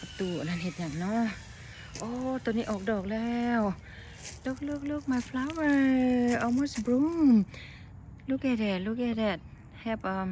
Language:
Lao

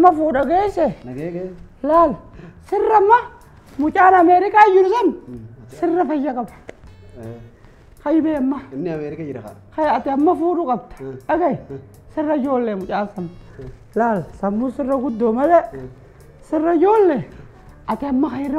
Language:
Oromo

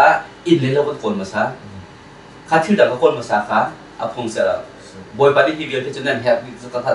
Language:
Hakha Chin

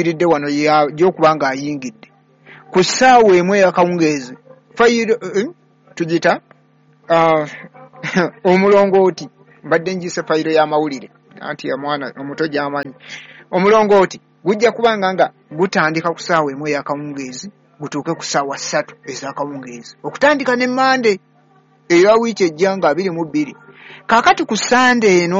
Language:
Ganda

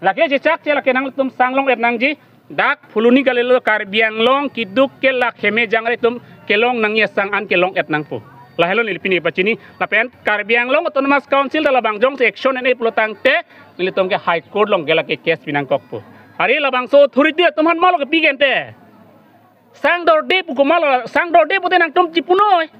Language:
Karbi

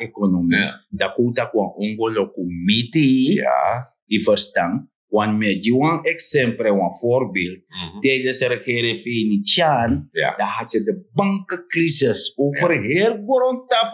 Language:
Sranan Tongo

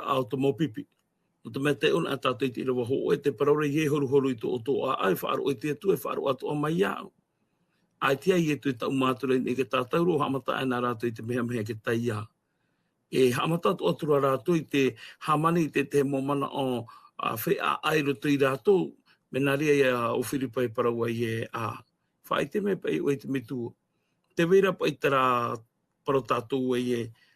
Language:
Tahitian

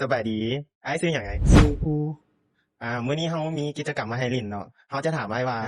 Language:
Northeastern Thai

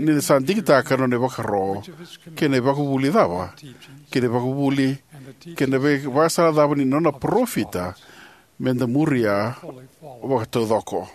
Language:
Fijian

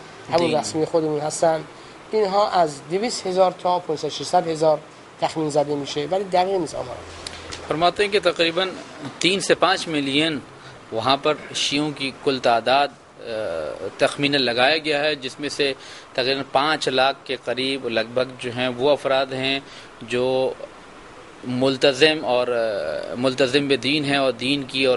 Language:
Urdu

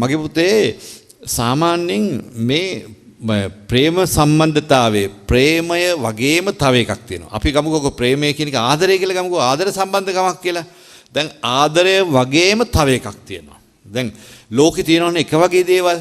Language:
Sinhala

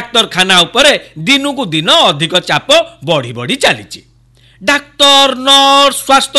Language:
Odia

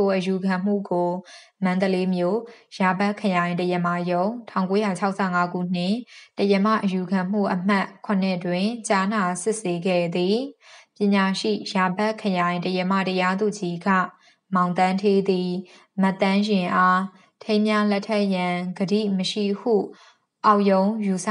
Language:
Burmese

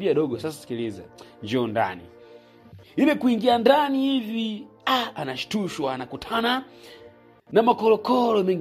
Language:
Swahili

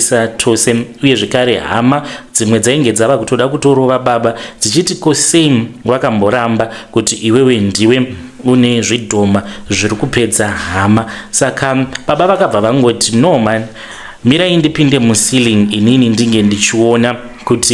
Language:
Shona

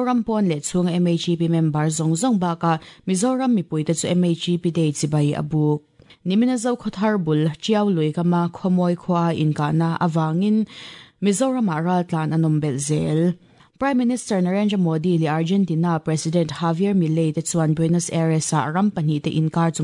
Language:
Mizo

